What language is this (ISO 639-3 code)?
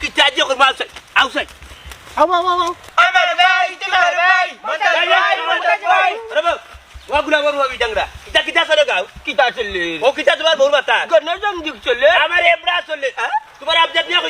syl